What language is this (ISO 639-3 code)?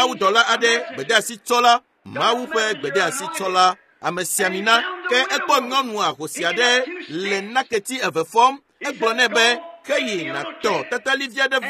ewe